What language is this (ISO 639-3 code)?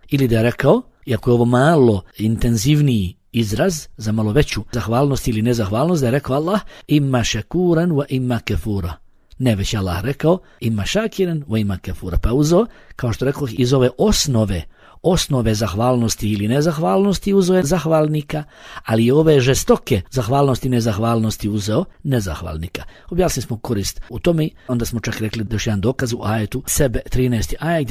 bos